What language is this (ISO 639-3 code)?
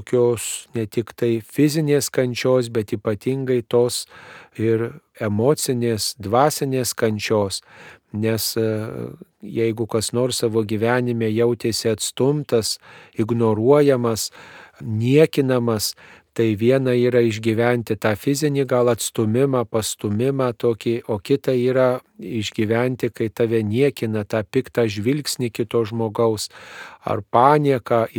lit